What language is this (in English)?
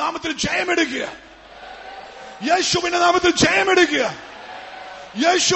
Malayalam